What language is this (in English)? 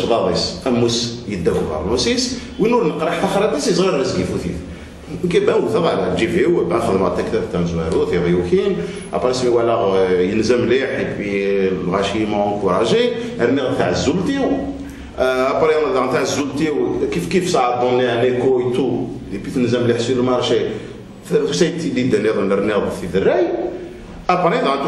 Kabyle